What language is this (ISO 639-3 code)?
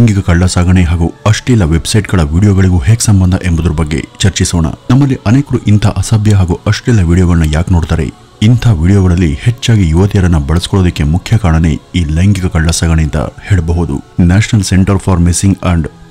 kan